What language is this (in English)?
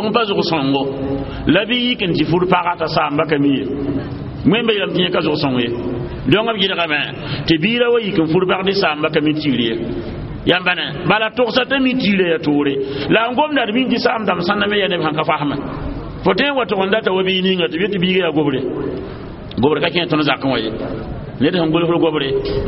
Mossi